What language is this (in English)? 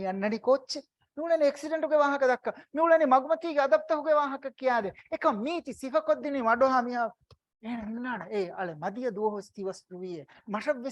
Divehi